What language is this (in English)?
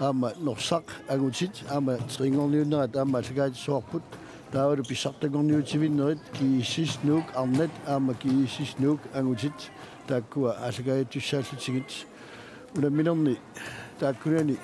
Kalaallisut